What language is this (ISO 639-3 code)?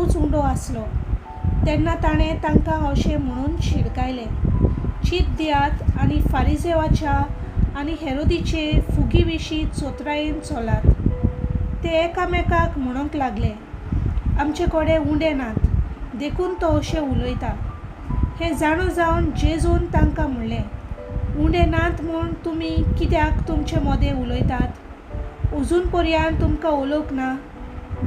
kok